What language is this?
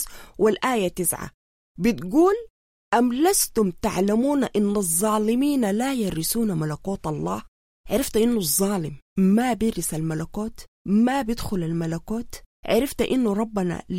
Sudanese Arabic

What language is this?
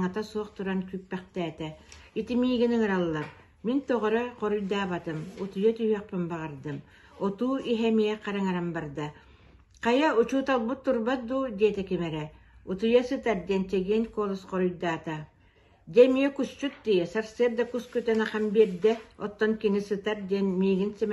Yakut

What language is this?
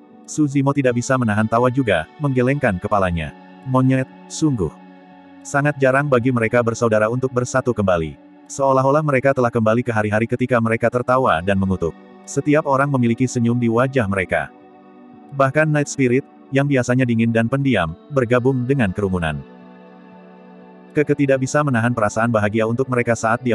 Indonesian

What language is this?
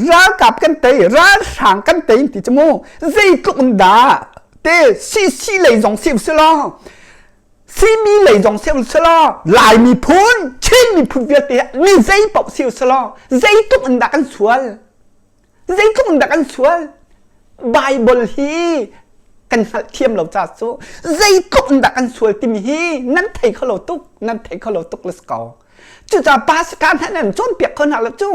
Hakha Chin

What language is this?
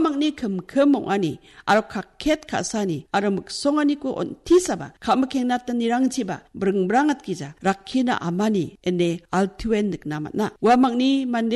Garo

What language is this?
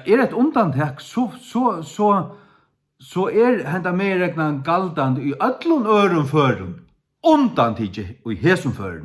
Faroese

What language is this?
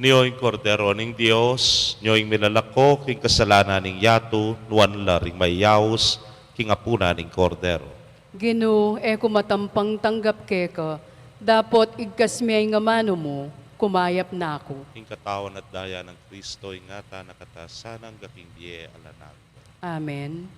Pampanga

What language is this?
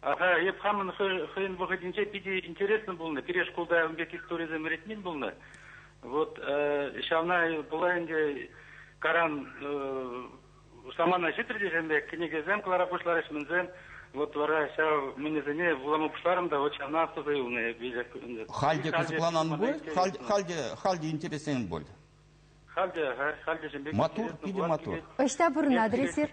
Chuvash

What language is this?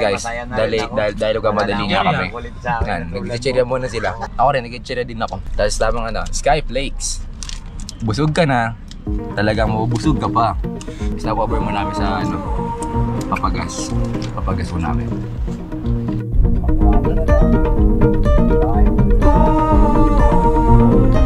Filipino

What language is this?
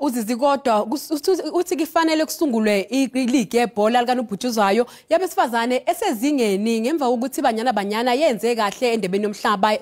Zulu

